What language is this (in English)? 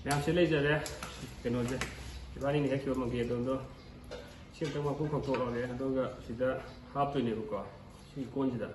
Manipuri